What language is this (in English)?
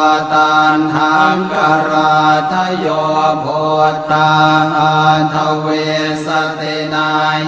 Pali